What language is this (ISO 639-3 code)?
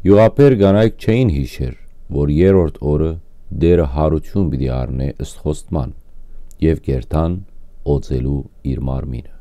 hyw